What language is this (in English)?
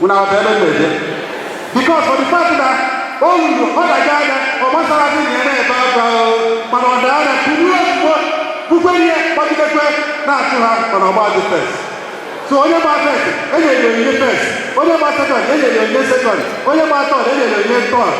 Igbo